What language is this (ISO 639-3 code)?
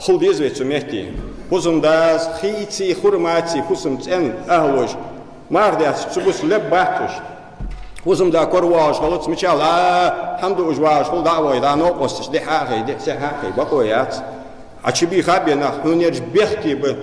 inh